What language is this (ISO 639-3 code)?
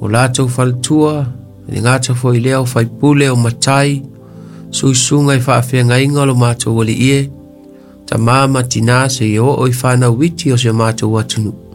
smo